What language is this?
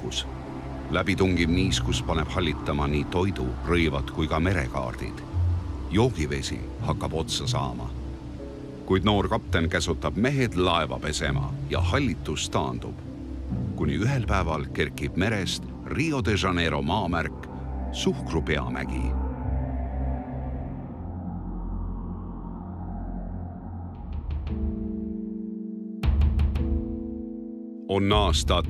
Estonian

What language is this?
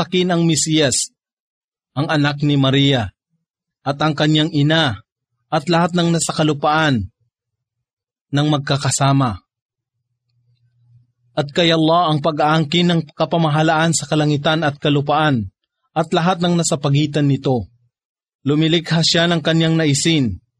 Filipino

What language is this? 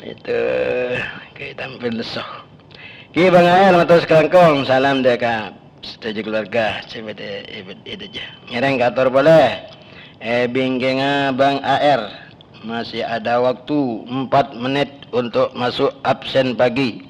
Madurese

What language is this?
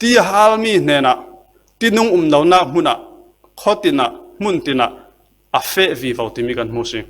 Falam Chin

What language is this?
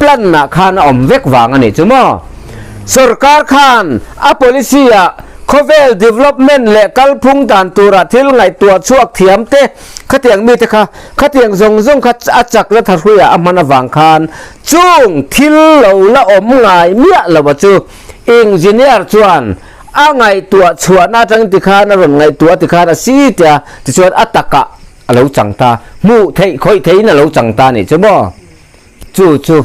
Mizo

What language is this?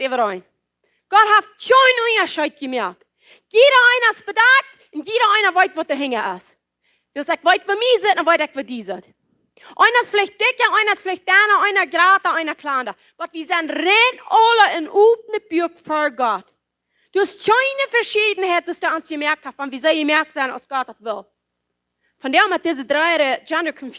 Plautdietsch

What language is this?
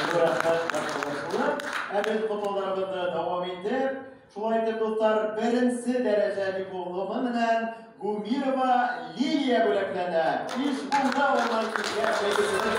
Bashkir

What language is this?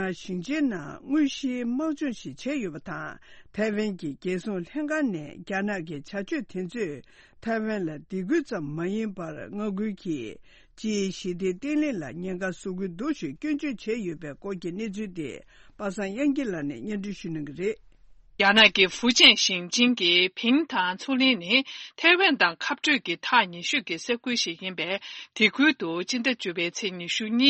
Tibetan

